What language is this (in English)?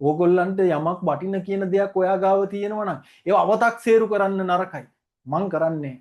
Sinhala